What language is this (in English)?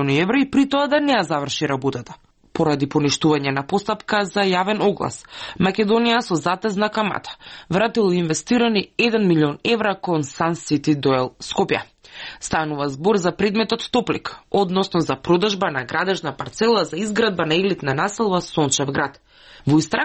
Macedonian